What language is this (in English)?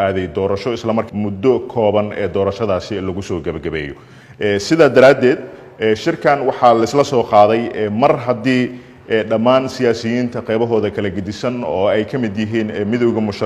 Somali